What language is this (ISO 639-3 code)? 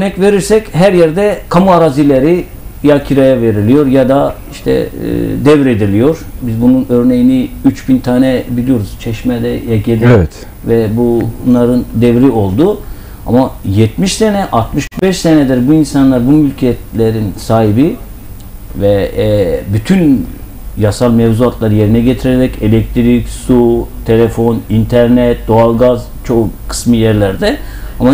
tur